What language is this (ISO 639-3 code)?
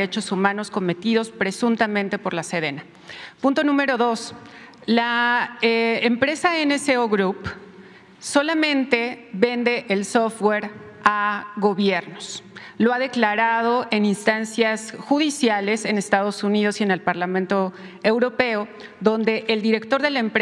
spa